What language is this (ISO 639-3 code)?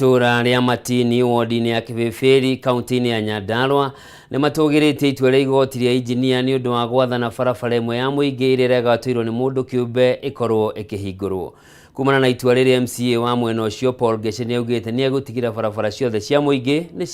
kik